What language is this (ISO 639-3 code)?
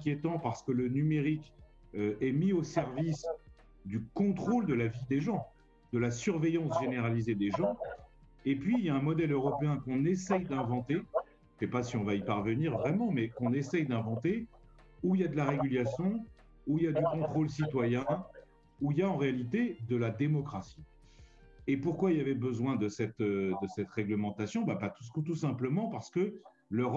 fra